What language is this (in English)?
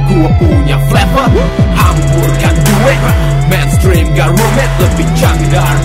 Indonesian